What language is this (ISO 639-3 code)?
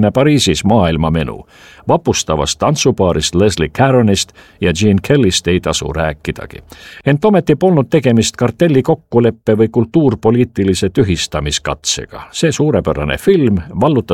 est